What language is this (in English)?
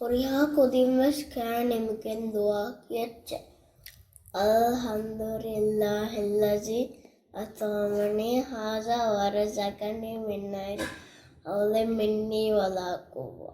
Divehi